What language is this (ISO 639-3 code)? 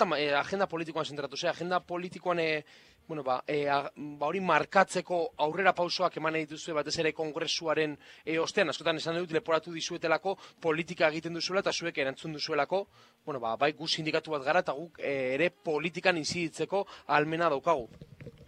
eus